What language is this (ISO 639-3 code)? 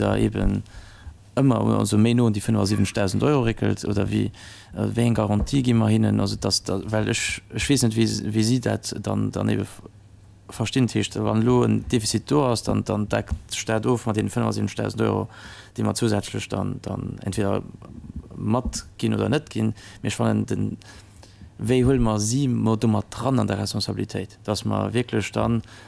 ltz